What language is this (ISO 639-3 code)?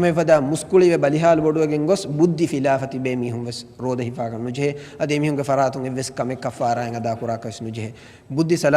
div